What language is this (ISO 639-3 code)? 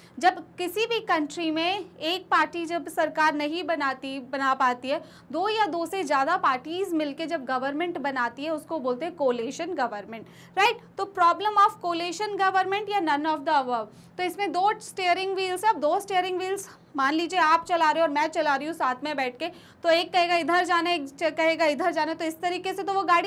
hin